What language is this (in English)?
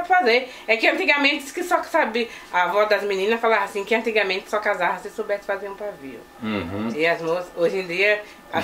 Portuguese